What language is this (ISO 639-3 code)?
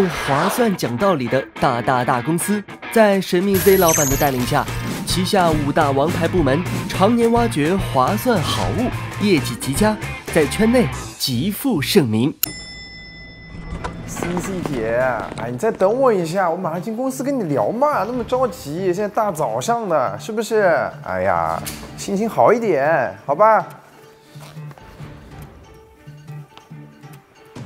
zho